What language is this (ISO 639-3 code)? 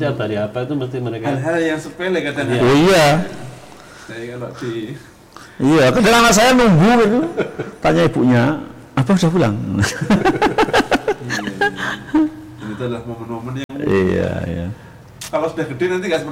ind